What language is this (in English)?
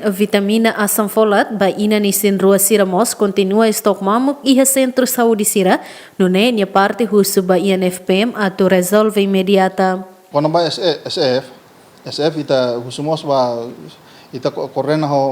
Tetum